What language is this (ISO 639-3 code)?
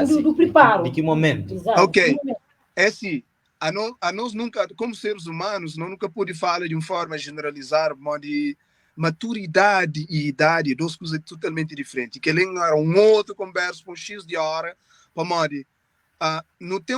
kea